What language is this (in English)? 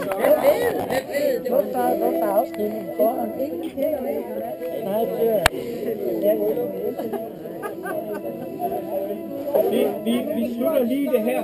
Danish